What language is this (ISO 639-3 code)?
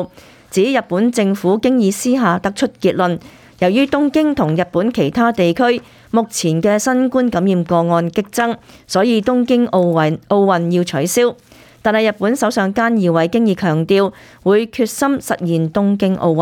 yue